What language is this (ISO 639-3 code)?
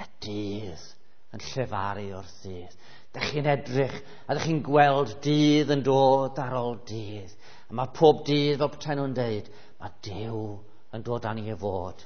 cym